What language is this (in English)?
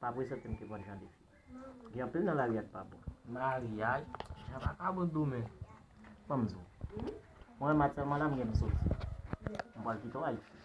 Haitian Creole